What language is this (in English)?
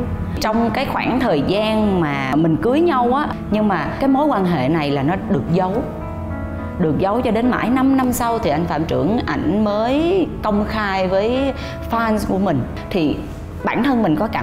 Vietnamese